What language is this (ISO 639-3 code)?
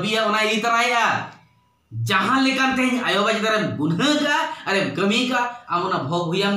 sat